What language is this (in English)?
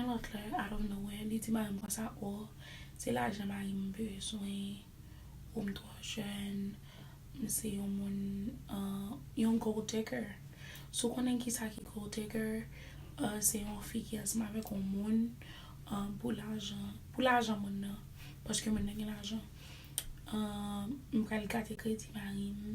Haitian Creole